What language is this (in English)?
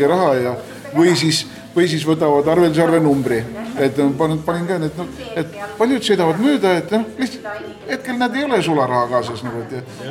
Estonian